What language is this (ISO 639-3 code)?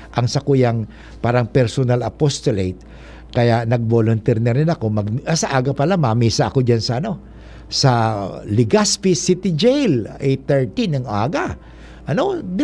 bik